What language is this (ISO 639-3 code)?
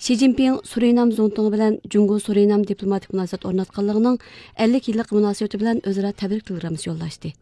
uig